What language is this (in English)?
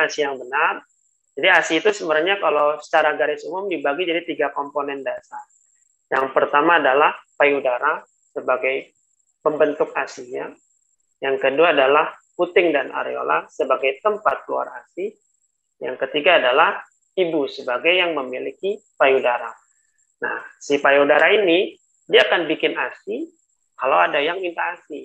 Indonesian